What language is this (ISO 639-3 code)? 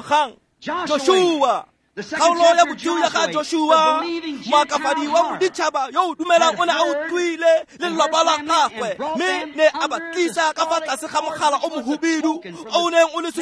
tsn